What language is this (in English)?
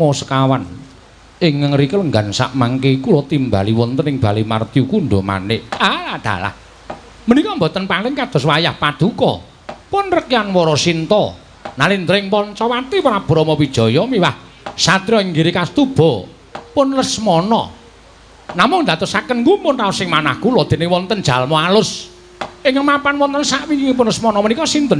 Javanese